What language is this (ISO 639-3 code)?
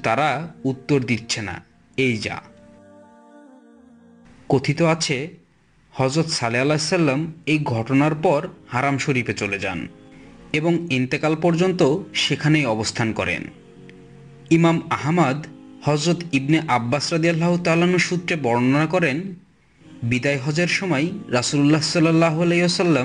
ben